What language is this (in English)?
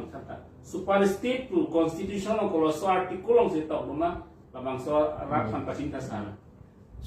Karbi